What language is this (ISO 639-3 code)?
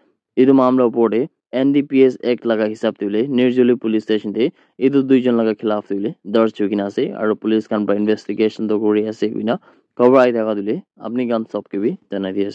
nag